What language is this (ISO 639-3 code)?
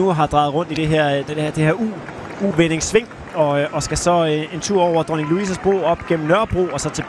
dan